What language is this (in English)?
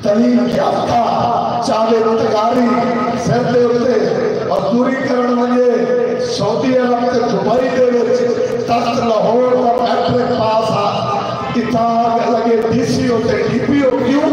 Saraiki